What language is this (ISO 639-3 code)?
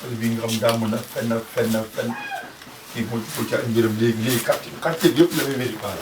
wol